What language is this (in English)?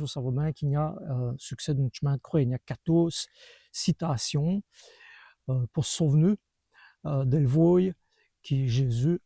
Walloon